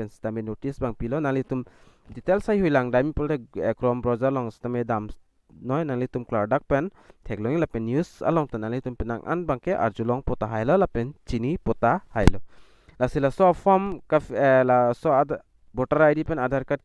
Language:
Karbi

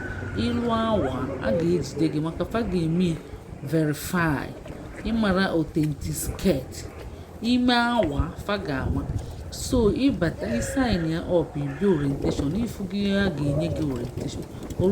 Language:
Igbo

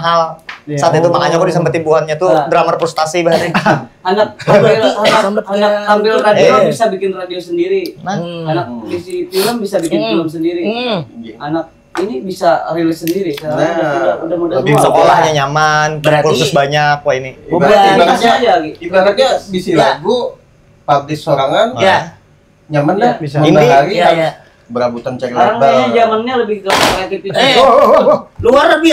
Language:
Banjar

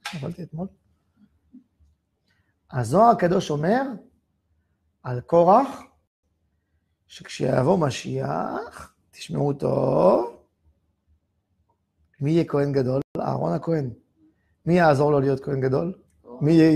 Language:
Hebrew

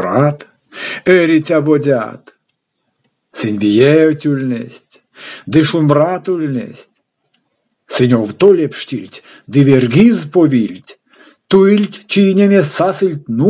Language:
Erzya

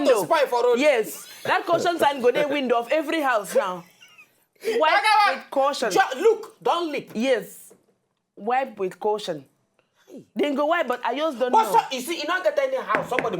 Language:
Nigerian Pidgin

